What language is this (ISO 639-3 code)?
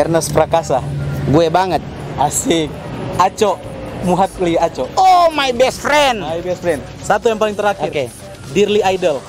xmm